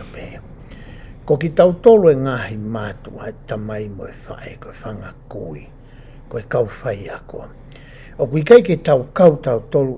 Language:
Tongan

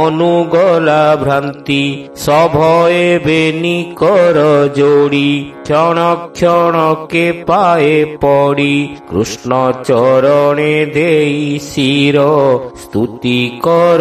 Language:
Odia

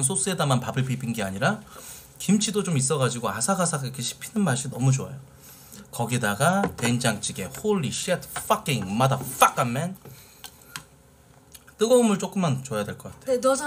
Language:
Korean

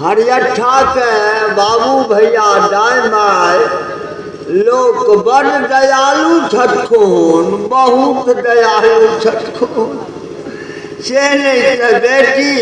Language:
Maithili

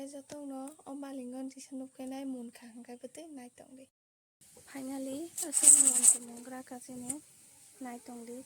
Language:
Kok Borok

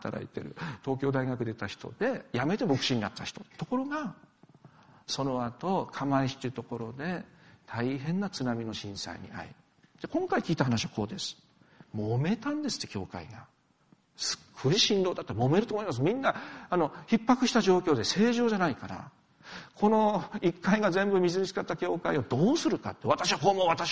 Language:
Japanese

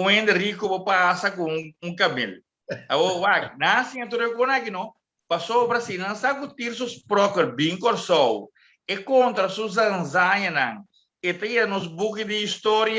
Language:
Papiamento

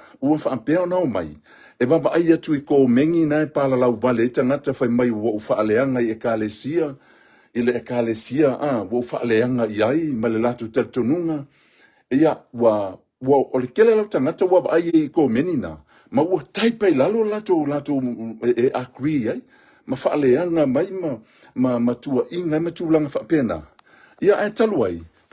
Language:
Samoan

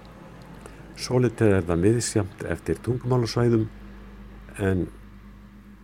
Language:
Icelandic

